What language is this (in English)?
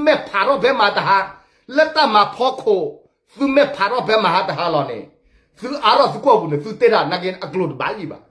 S'gaw Karen